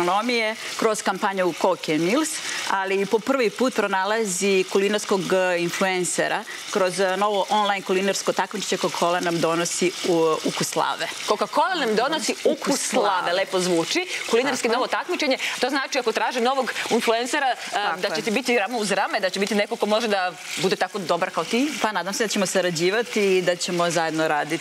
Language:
Serbian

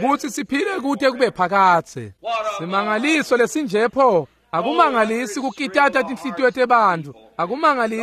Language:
Swati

